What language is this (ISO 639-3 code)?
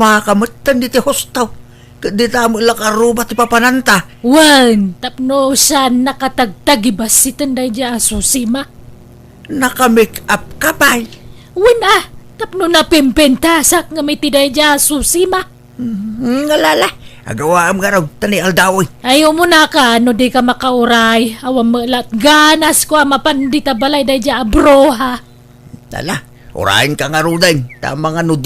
ilo